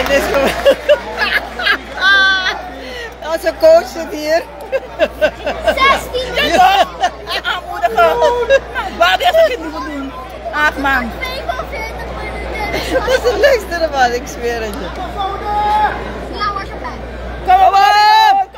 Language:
Dutch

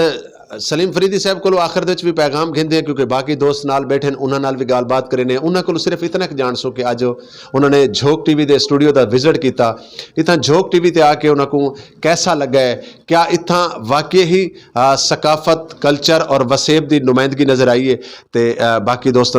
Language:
Saraiki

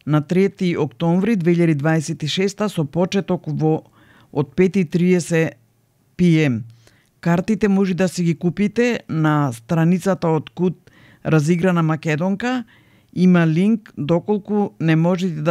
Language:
Macedonian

